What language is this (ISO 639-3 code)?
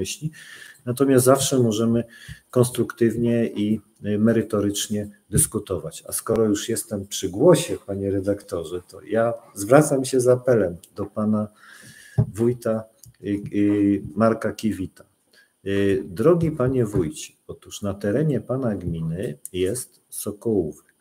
pol